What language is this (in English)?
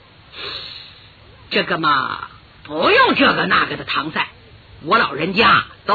Chinese